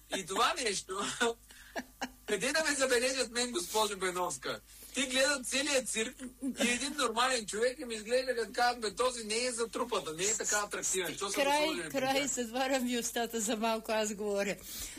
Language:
Bulgarian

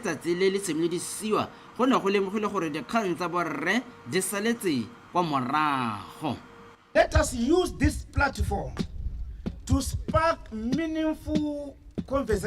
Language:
Tswana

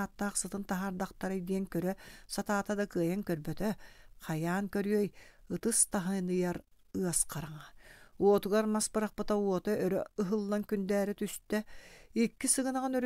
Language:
Yakut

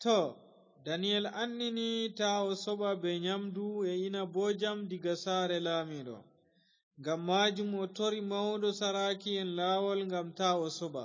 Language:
Fula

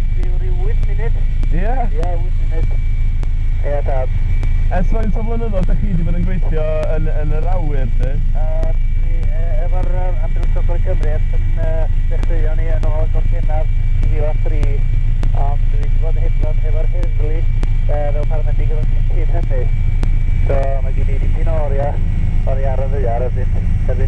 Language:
Welsh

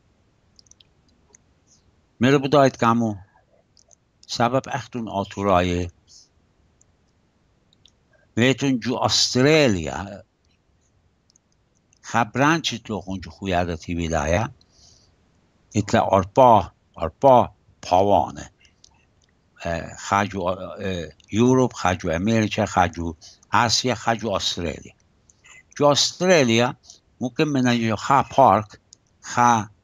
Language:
Assyrian Neo-Aramaic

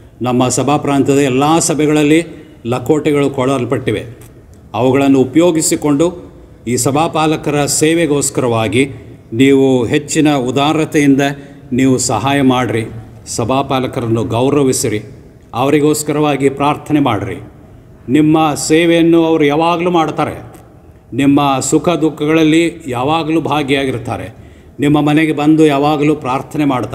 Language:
Kannada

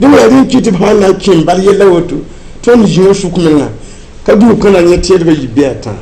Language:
Mossi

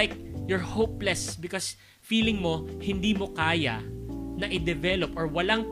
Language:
Filipino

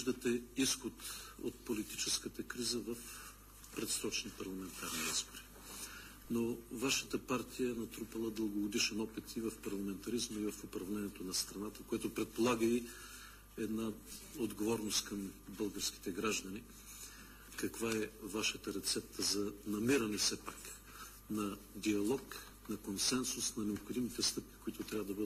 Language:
Bulgarian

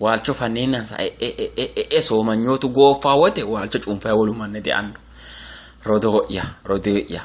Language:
Sidamo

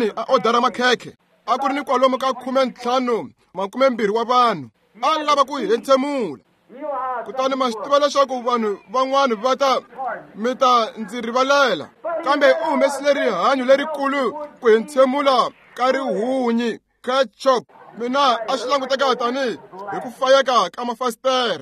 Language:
Tsonga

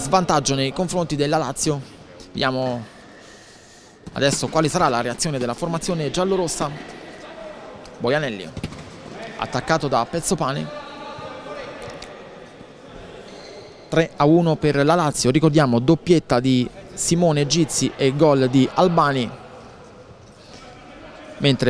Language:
Italian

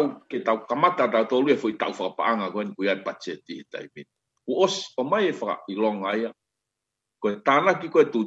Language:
Tongan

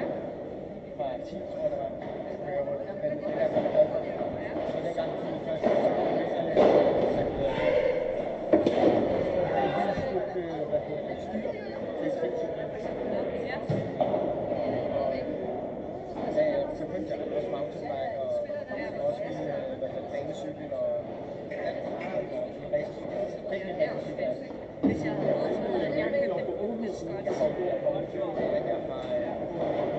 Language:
Danish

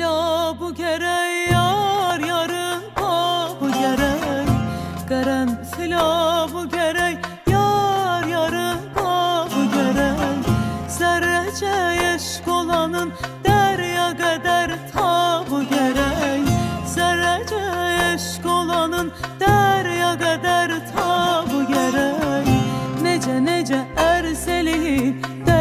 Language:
South Azerbaijani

